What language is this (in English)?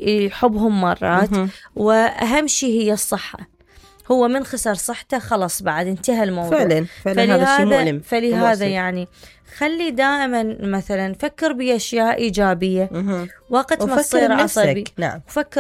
Mesopotamian Arabic